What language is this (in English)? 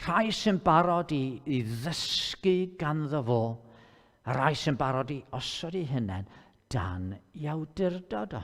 Welsh